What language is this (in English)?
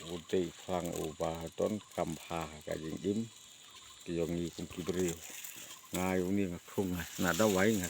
Khasi